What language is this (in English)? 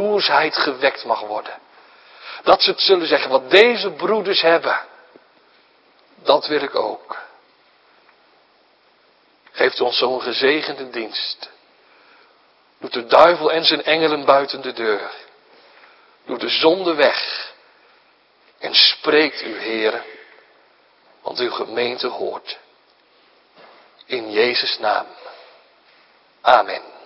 Dutch